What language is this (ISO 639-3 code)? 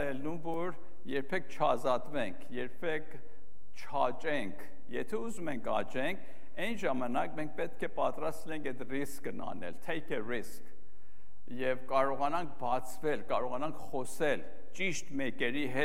hye